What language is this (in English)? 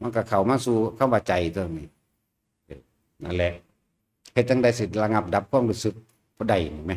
Northeastern Thai